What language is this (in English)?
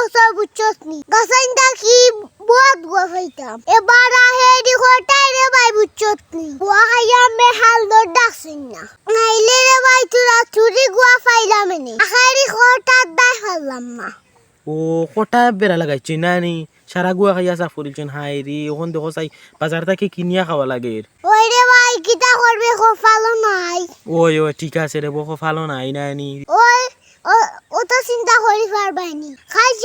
Sylheti